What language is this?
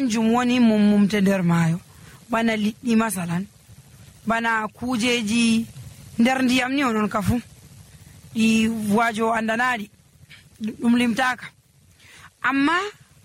Nigerian Fulfulde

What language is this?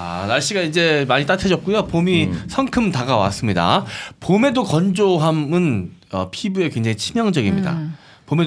Korean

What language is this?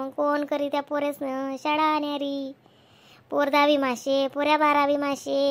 Khandesi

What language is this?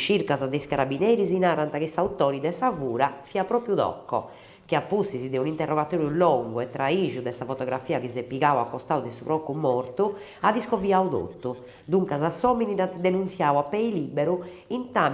Sardinian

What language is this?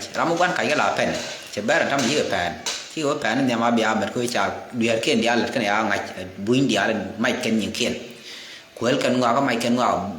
Nuer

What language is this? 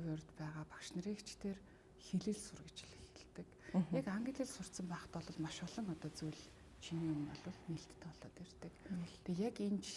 Mongolian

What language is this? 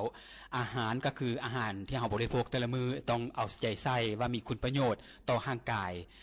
Lao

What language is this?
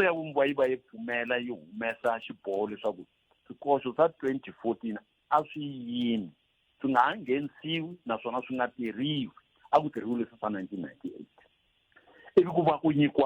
Tsonga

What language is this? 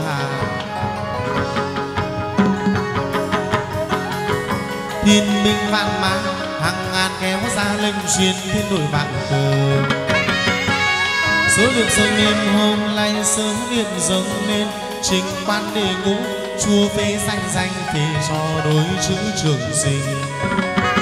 Vietnamese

